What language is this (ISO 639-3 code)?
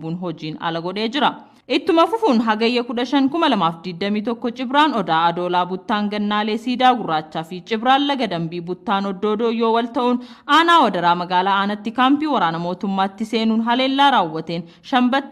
orm